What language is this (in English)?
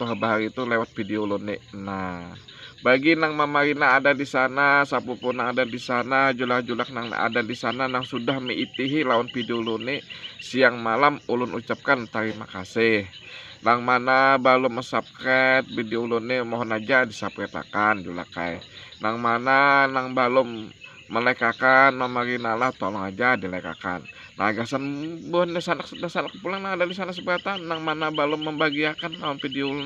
Banjar